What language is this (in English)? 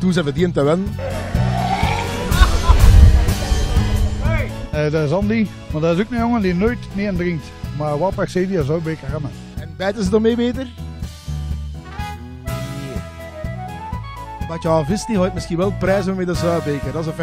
Dutch